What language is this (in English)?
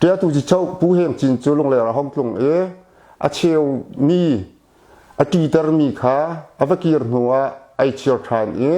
Hakha Chin